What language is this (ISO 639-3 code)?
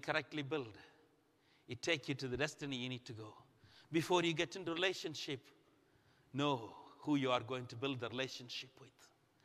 eng